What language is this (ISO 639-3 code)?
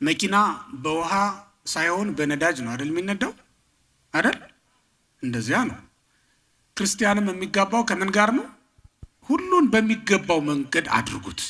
amh